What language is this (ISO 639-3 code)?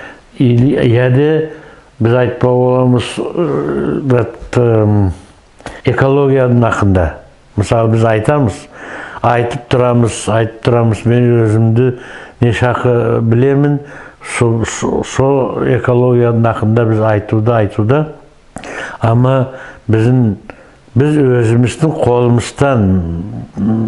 nog